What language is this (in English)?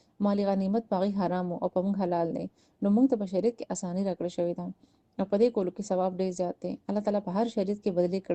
Pashto